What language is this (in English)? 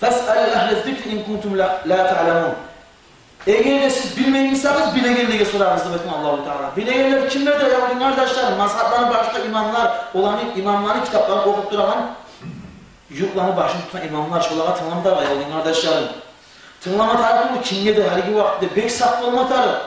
Kumyk